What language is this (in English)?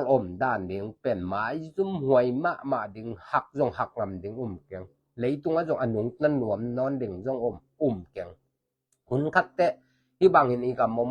Tedim Chin